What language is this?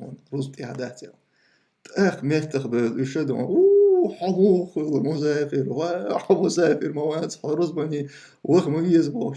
Chechen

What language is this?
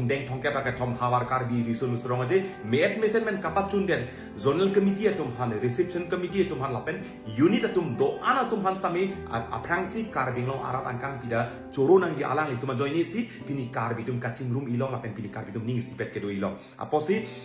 Karbi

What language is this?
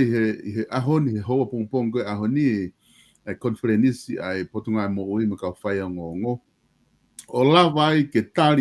Tongan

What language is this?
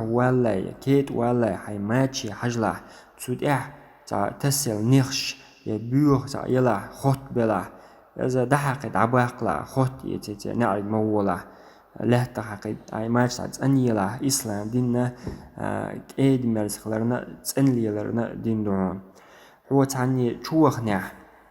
Chechen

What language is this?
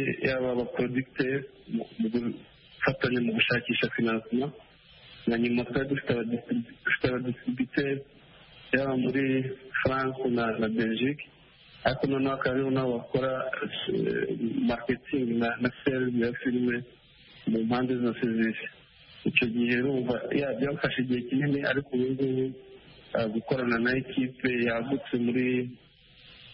Kinyarwanda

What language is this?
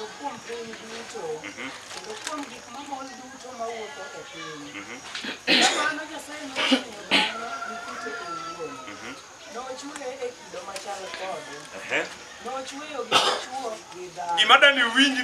Luo (Kenya and Tanzania)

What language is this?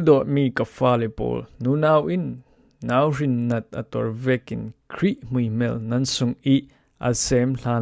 Falam Chin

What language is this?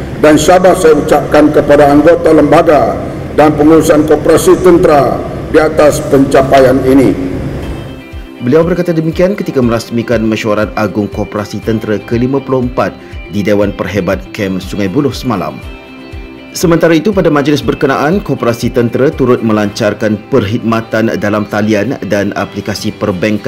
Malay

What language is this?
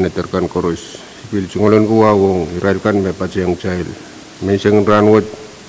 Pohnpeian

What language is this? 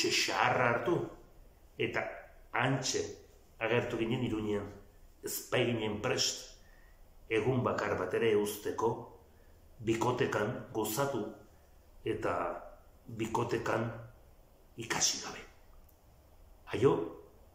Basque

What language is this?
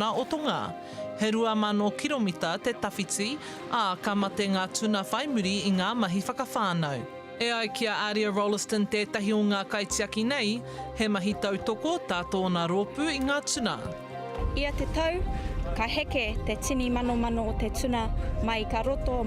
Māori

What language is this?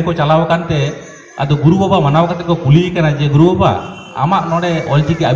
Santali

